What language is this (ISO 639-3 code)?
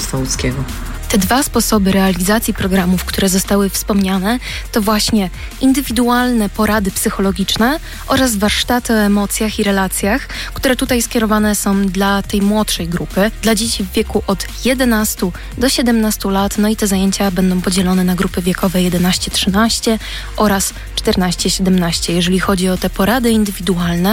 pol